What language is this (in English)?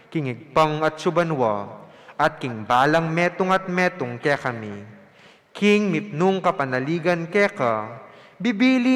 Pampanga